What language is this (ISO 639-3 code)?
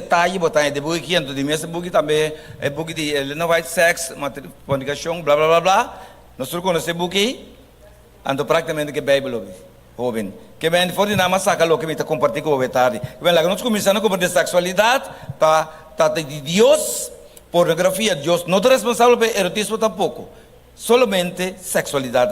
pap